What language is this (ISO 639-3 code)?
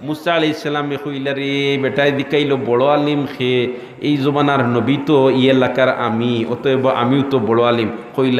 syl